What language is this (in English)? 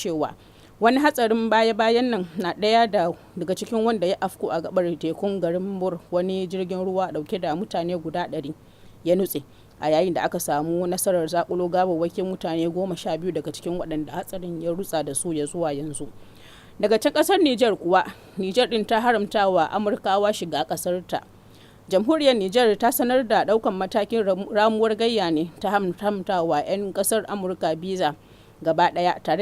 Hausa